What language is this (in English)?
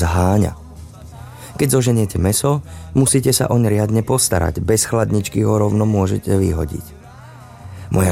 Slovak